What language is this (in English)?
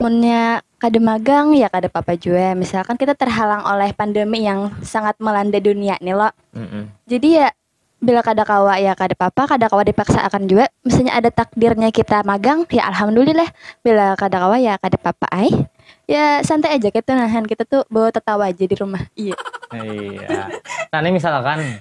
Banjar